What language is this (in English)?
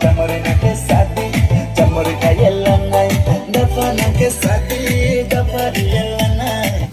Kok Borok